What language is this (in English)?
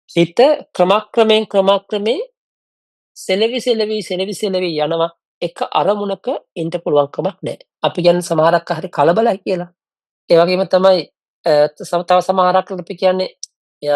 Sinhala